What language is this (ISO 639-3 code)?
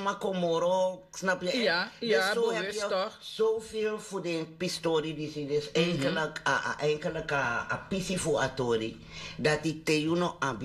srn